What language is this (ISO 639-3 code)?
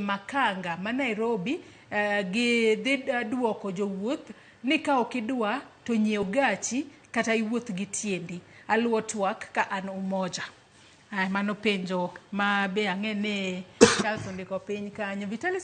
luo